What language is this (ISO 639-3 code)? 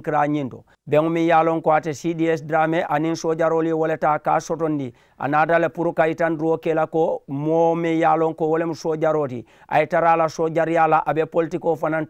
man